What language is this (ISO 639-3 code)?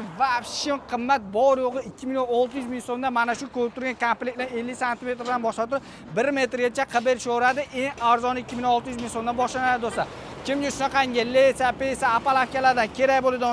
uzb